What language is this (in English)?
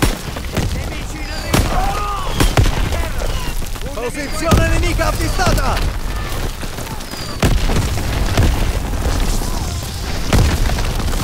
Italian